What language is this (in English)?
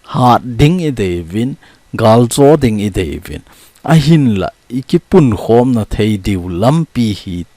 Thado Chin